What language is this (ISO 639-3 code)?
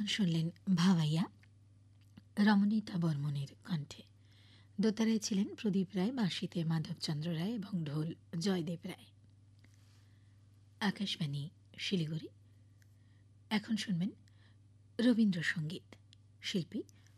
ben